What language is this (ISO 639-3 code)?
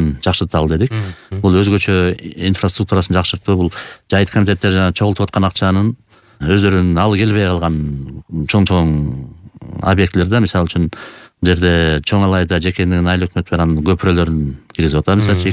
kir